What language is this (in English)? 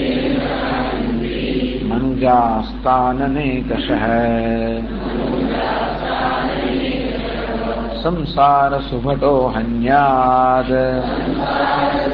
Gujarati